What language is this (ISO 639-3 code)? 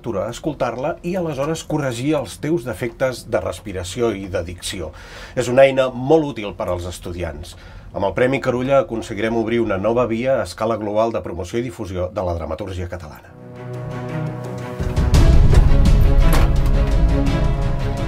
cat